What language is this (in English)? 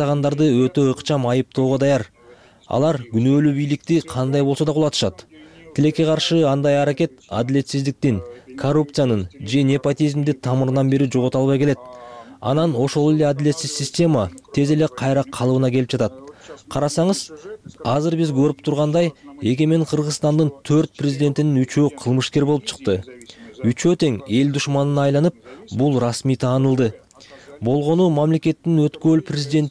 Kyrgyz